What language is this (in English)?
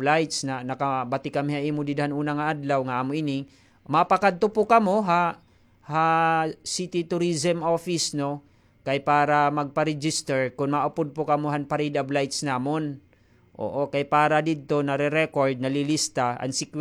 Waray